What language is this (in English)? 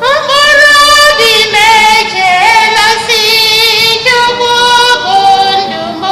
Igbo